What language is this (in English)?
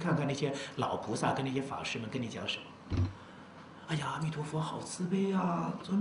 Chinese